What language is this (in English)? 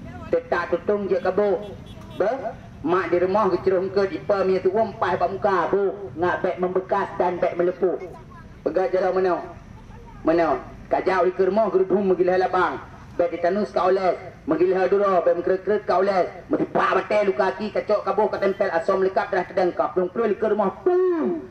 Achinese